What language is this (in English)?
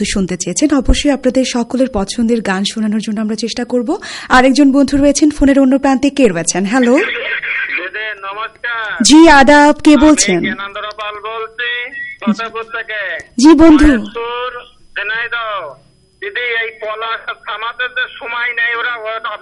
Bangla